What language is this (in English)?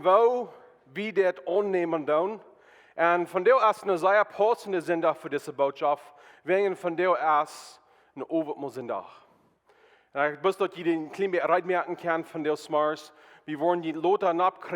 Plautdietsch